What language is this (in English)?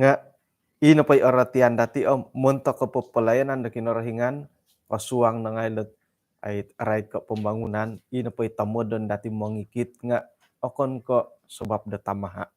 Central Dusun